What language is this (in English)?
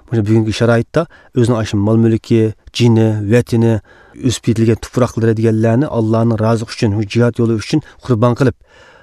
Uyghur